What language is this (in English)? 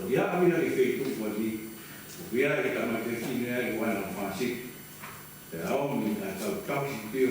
Tongan